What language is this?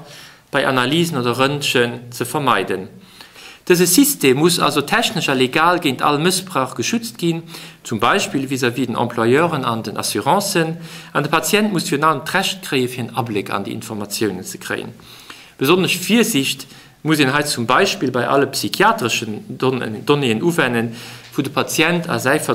Luxembourgish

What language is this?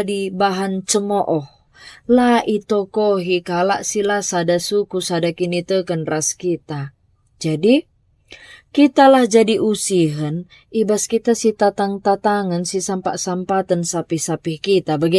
Batak Karo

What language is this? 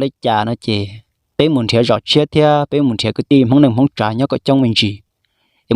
Hmong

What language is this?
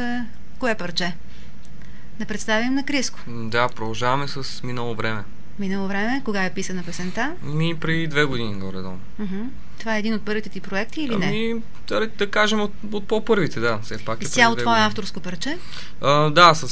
Bulgarian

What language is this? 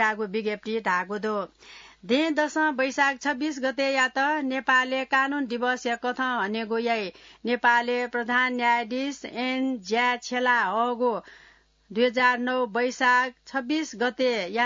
Newari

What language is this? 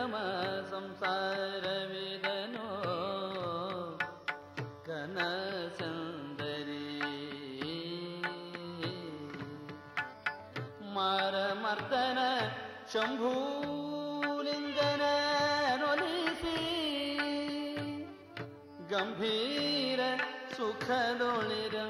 Kannada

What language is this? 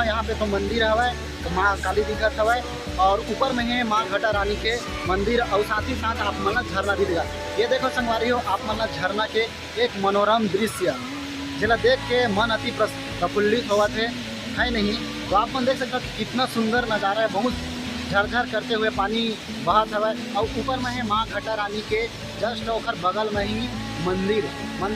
Chhattisgarhi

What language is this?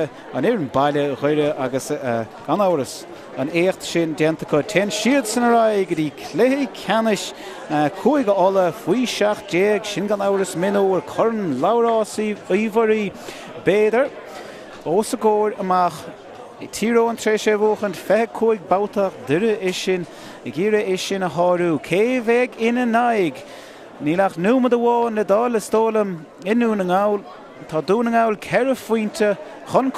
Irish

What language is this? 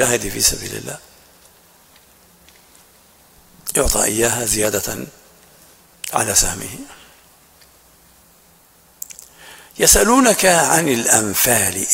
Arabic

